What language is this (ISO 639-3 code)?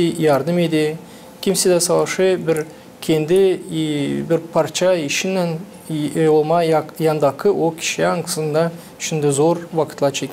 gag